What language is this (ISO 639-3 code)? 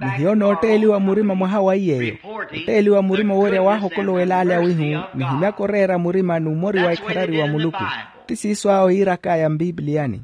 vmw